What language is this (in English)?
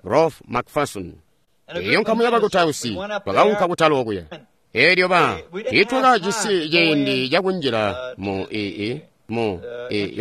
Tonga (Zambia)